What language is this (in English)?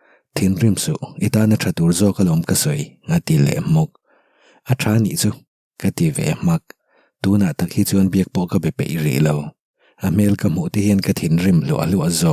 Mizo